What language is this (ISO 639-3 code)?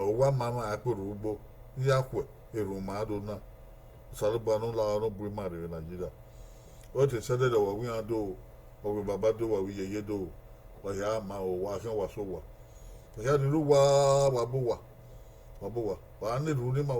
bin